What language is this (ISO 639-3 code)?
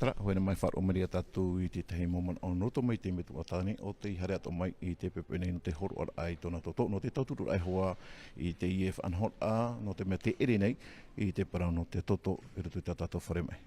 tah